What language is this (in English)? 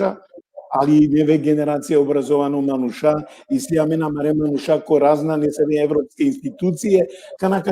Balkan Romani